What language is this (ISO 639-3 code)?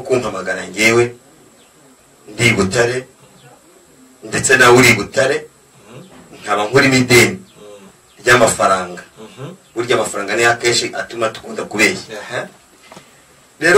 kin